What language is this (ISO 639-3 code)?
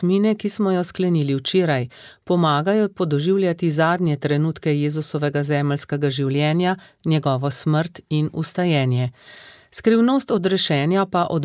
slv